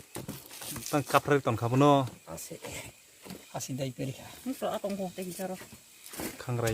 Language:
Kok Borok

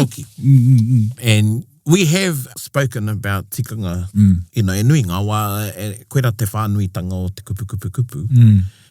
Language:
Māori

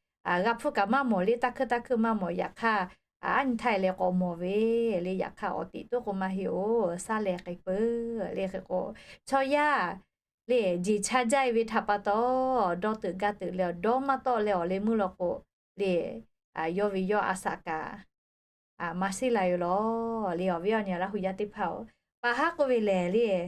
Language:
Lahu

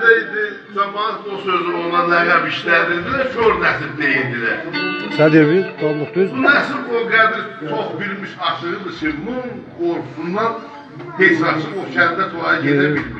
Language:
South Azerbaijani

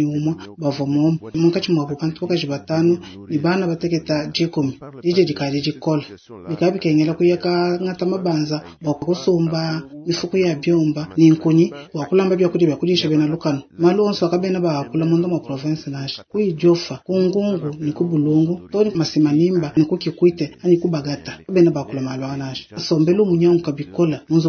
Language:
Luba-Lulua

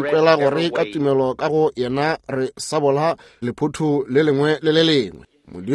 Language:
Northern Sotho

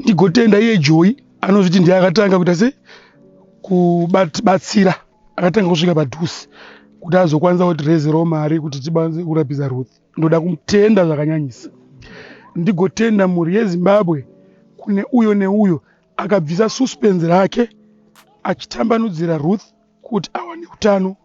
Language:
Shona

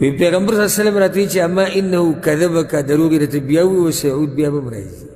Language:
Pashto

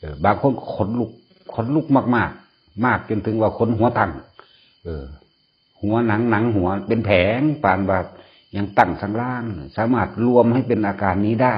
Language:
Northeastern Thai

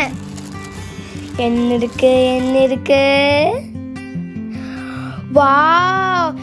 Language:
Tamil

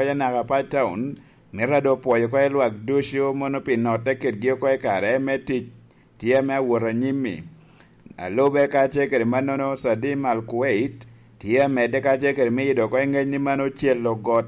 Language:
Lango (Uganda)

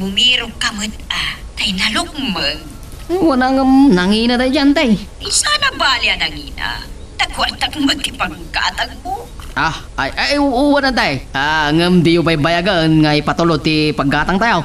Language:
Iloko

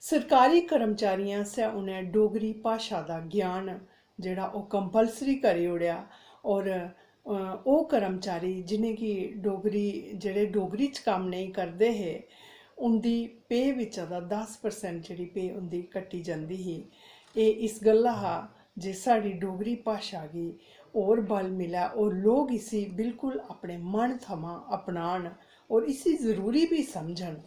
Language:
Dogri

